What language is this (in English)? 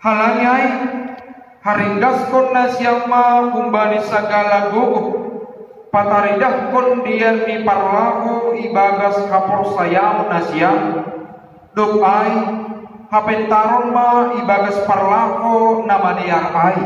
Batak Simalungun